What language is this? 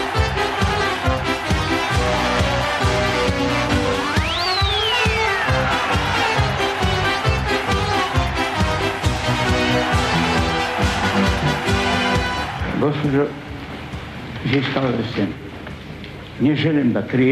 Serbian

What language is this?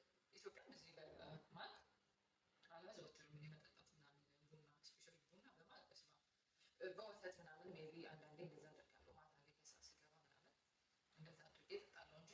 Amharic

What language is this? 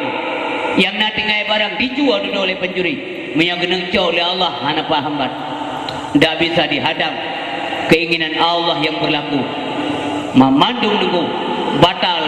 Achinese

